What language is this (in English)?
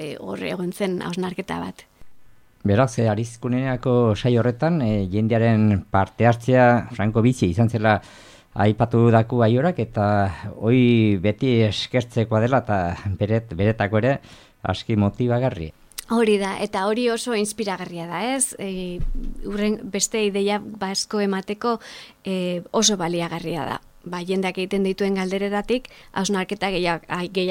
Basque